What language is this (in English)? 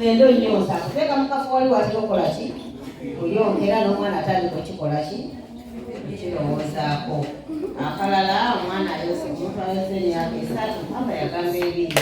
Ganda